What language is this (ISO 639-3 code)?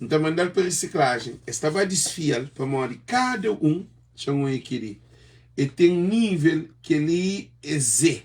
kea